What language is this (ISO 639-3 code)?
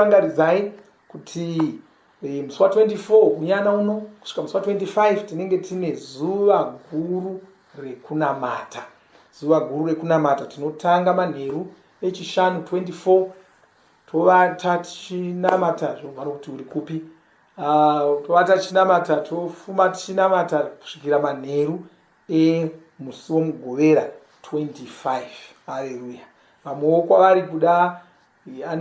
sna